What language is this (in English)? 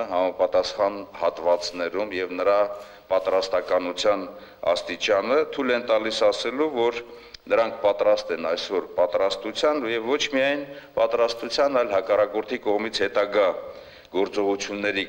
Armenian